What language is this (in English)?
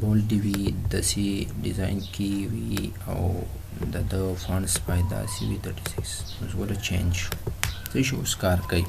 Pashto